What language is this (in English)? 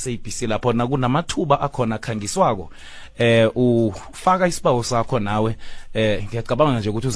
South Ndebele